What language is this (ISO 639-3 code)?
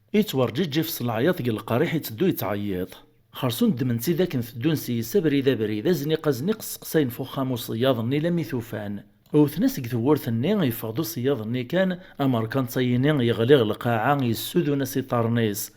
kab